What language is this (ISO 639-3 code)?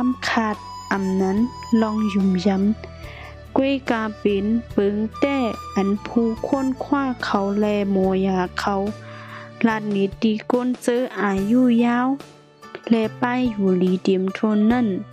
shn